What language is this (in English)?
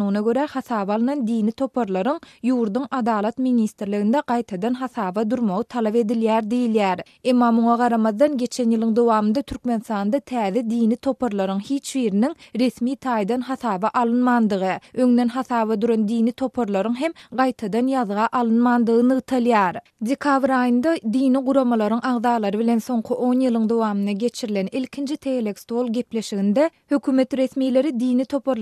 Turkmen